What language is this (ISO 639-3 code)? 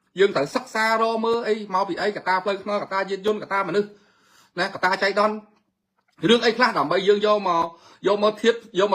khm